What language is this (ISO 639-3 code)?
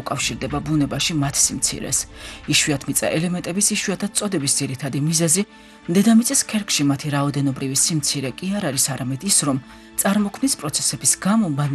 kat